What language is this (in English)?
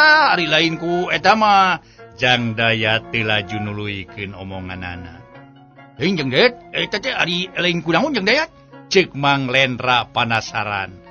Sundanese